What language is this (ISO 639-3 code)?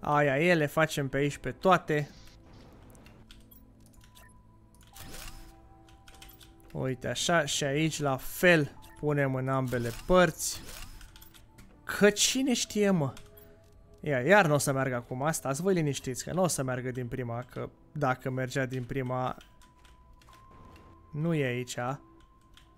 ron